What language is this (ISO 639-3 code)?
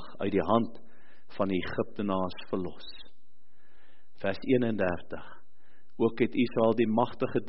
afr